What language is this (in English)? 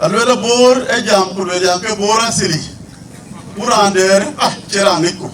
Dinka